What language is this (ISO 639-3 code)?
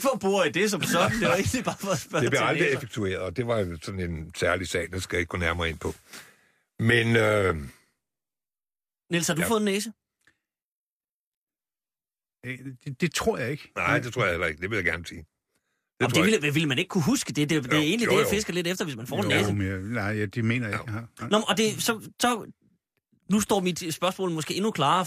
dan